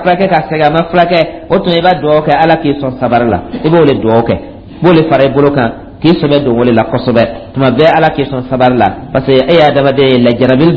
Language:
Dyula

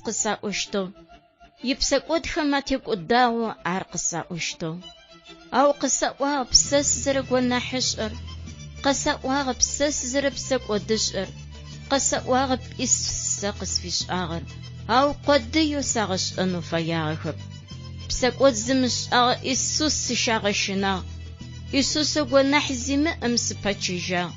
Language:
Adyghe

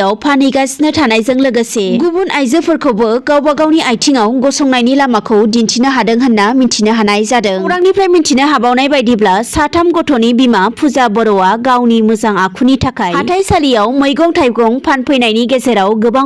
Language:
Bodo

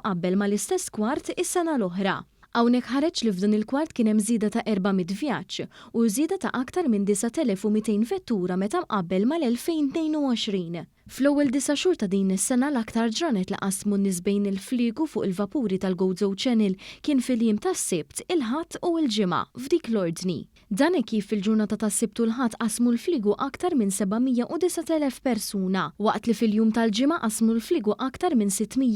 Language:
Maltese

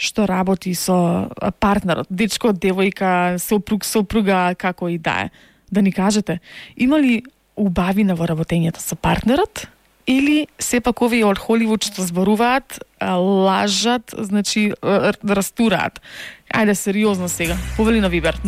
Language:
Macedonian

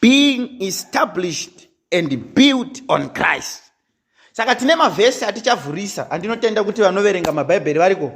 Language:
Shona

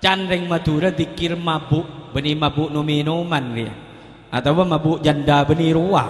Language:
Madurese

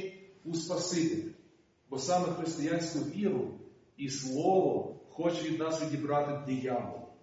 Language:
Ukrainian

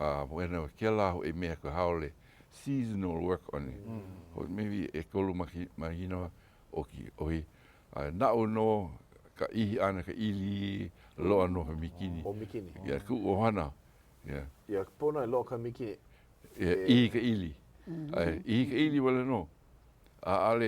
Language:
Hawaiian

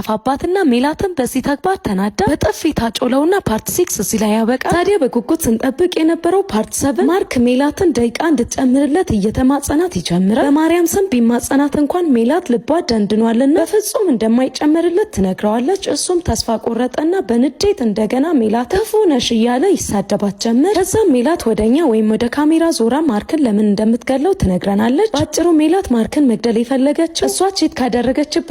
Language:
Amharic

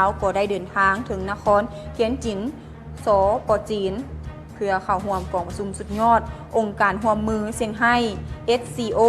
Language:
Lao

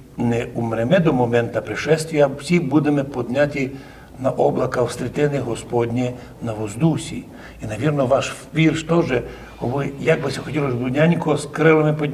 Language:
Rusyn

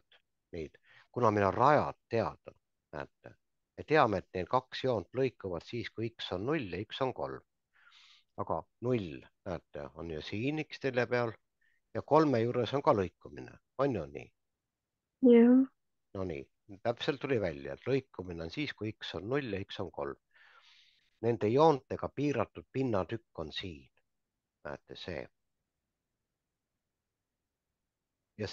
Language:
Estonian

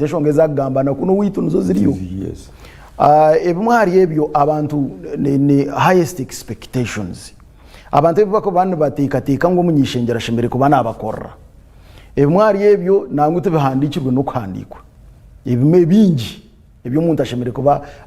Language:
Nyankole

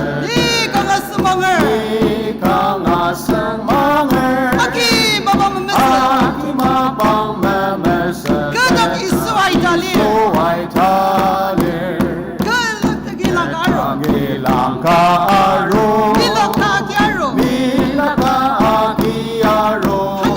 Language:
Ao Naga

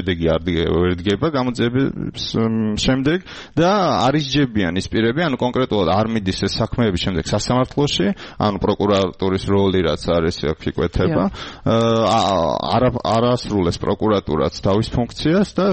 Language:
Georgian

